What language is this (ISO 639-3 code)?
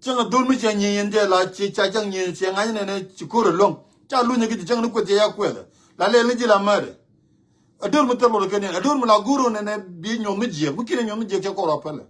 nus